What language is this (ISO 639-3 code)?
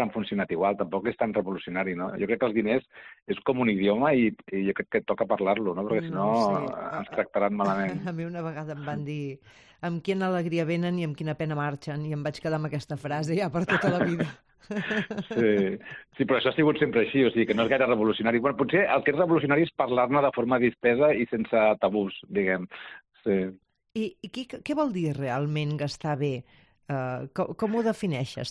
cat